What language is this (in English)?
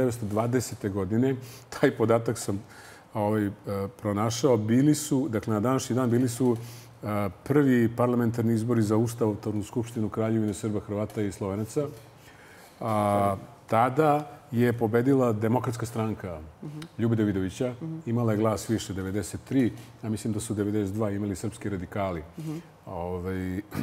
Serbian